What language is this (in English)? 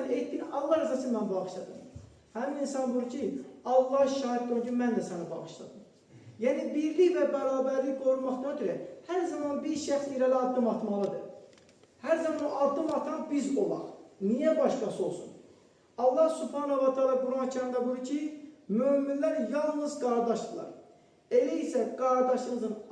Azerbaijani